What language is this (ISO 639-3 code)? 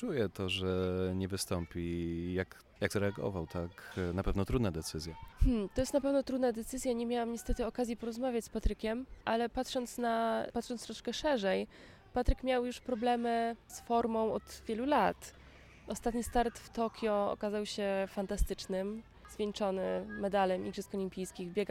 pol